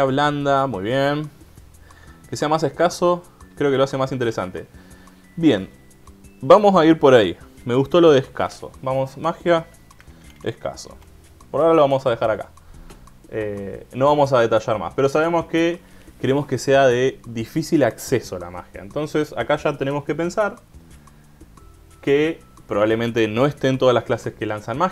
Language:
Spanish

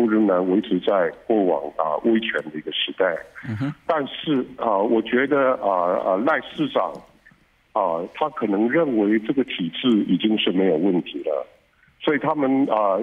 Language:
Chinese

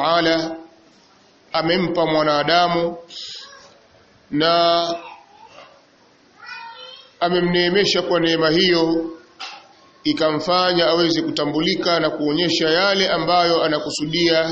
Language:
Swahili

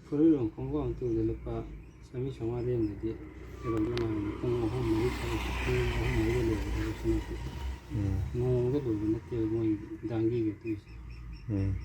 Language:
Manipuri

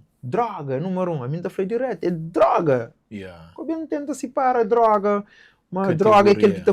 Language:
Kabuverdianu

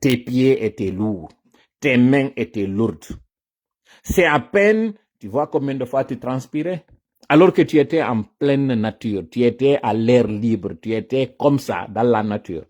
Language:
Pular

